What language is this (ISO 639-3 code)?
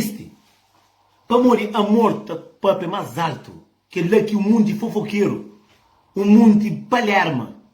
kea